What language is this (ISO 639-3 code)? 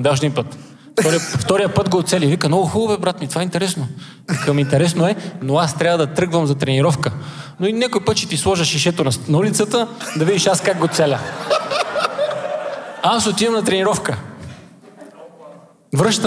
bul